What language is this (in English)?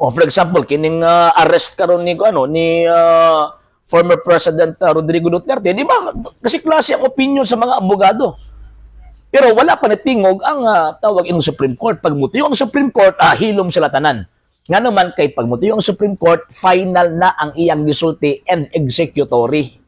Cebuano